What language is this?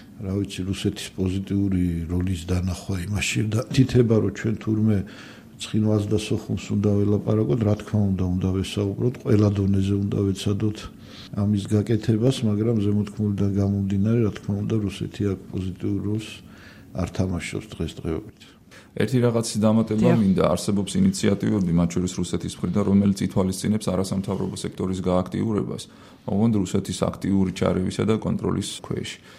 Georgian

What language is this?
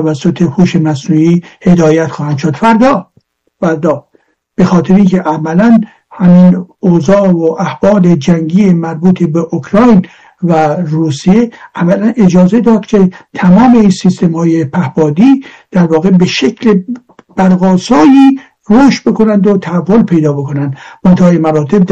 Persian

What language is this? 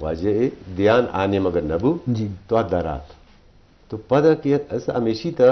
Eastern Balochi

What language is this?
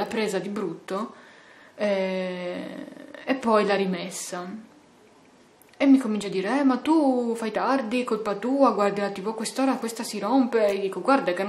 Italian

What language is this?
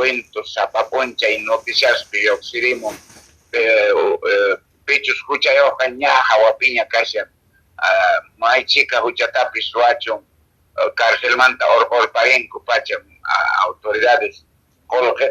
Quechua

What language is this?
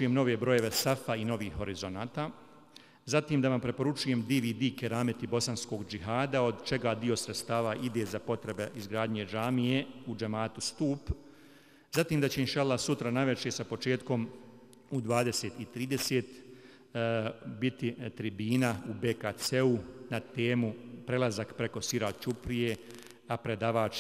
Bosnian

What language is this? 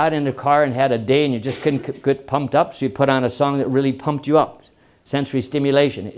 English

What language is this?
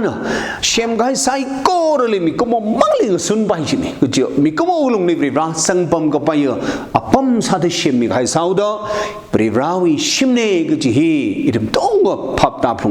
Tangkhul Naga (India)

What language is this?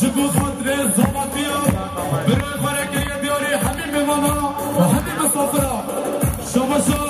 Kurdish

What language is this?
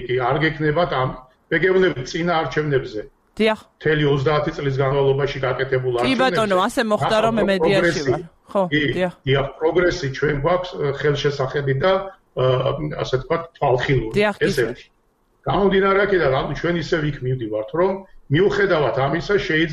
Georgian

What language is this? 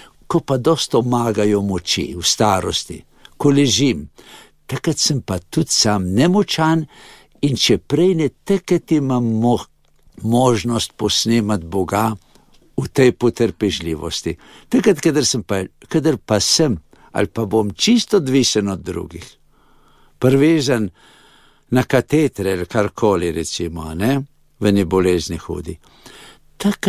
Slovenian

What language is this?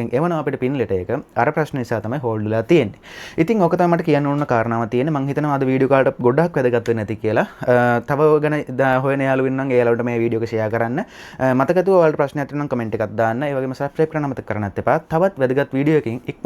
Sinhala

